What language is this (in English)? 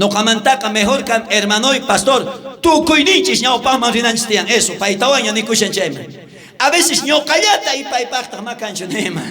South Bolivian Quechua